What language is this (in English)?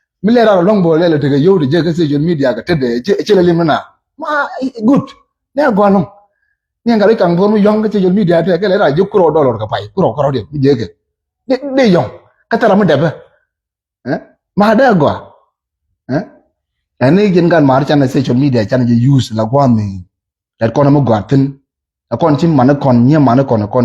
Nuer